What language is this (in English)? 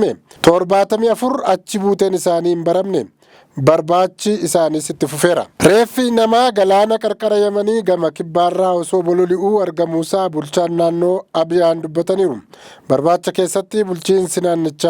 Oromo